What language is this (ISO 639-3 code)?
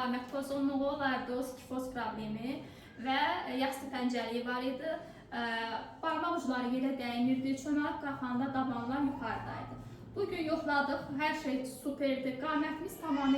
aze